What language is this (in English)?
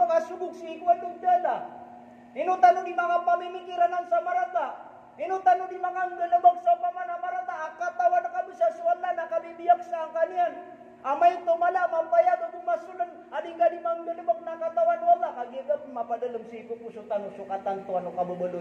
Maranao